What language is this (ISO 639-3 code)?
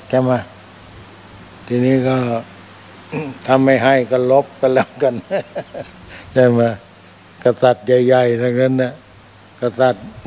tha